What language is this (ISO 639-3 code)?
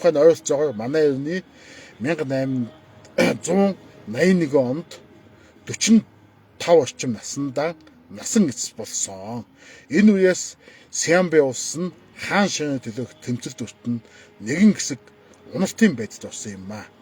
mon